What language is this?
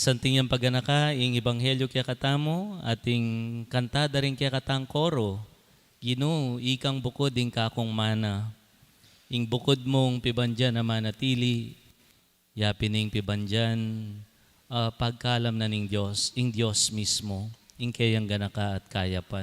Pampanga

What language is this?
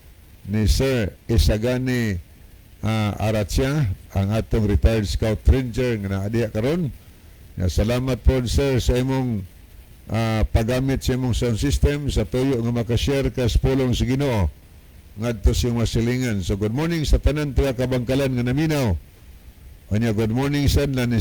Cebuano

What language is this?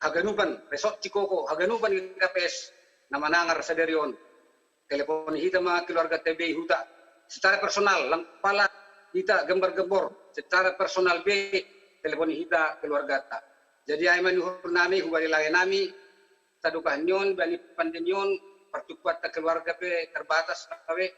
Batak Simalungun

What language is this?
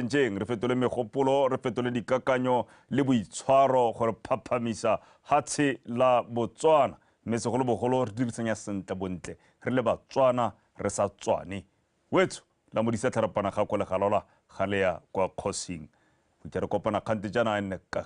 Tswana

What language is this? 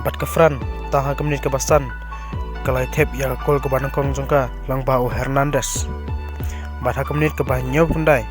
Khasi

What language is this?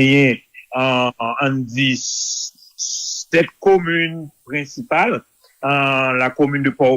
Haitian Creole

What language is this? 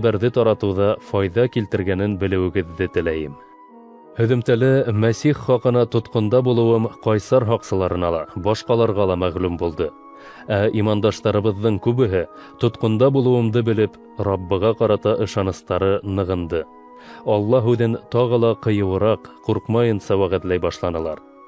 Bashkir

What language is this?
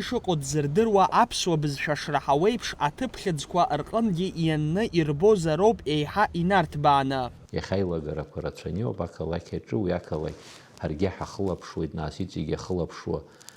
Abkhazian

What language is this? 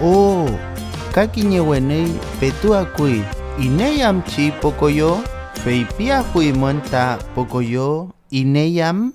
Mapuche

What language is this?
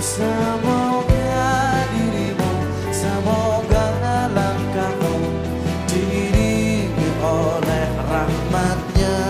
Banjar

